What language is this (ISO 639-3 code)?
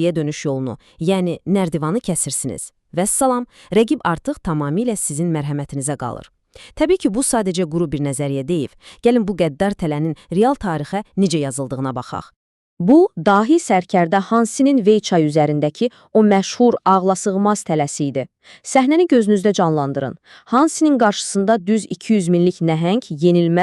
aze